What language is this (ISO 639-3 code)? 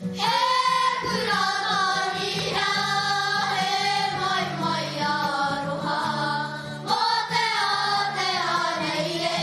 mri